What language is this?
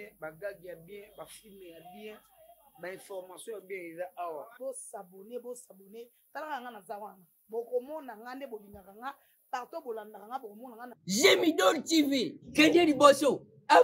Lingala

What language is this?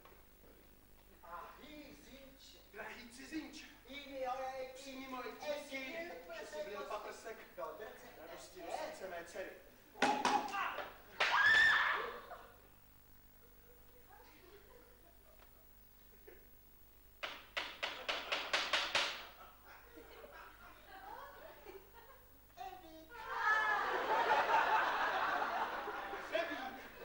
Czech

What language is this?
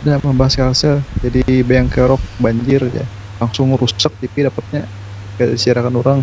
Banjar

